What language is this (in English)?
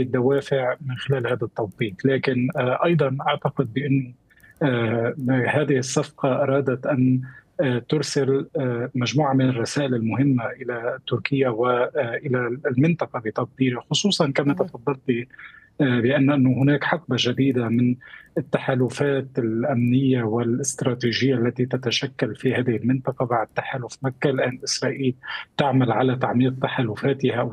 Arabic